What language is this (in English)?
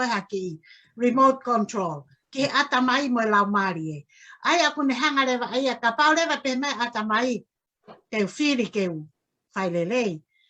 Tongan